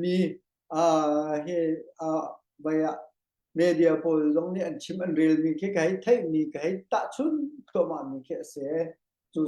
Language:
Hakha Chin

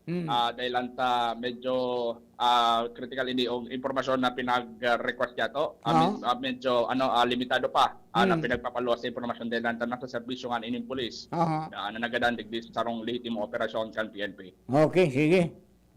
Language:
Bikol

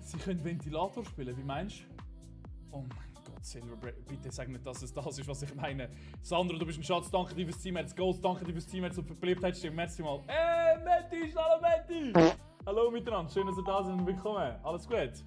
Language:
Swiss German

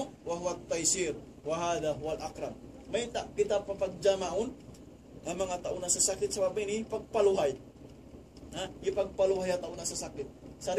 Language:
Tausug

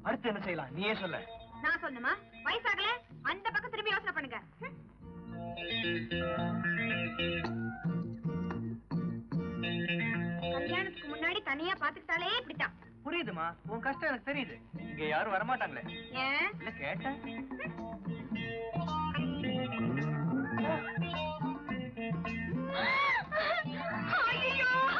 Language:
Tamil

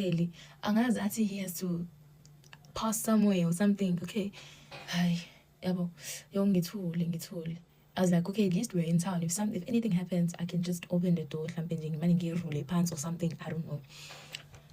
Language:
Zulu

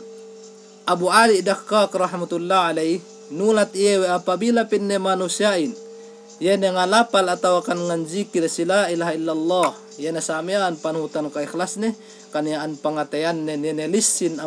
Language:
Yakan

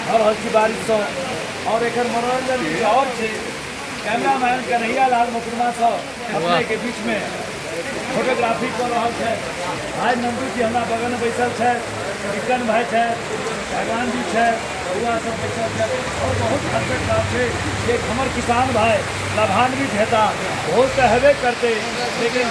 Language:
Maithili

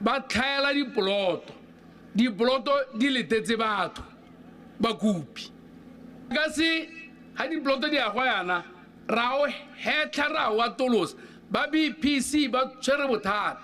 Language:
Tswana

